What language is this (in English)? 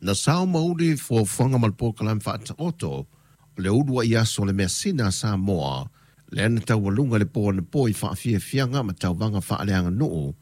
Samoan